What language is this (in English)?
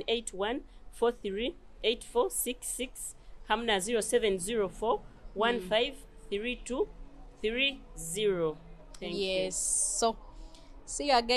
Nyoro